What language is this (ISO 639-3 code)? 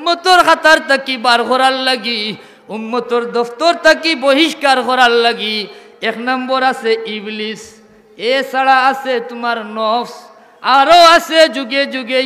syl